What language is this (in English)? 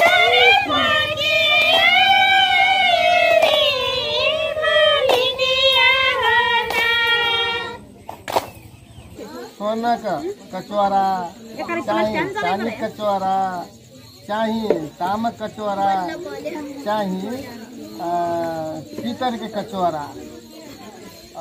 Bhojpuri